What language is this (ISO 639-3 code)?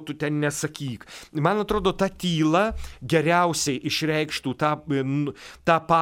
lit